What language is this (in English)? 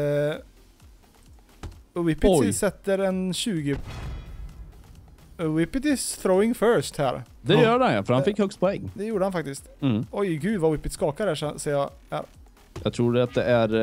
Swedish